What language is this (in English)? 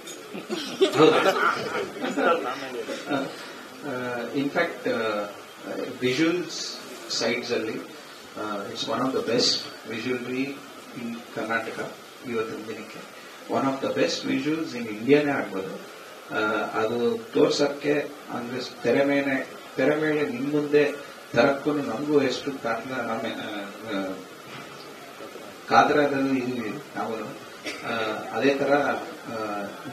Kannada